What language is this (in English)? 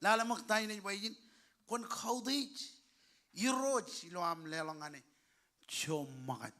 Marshallese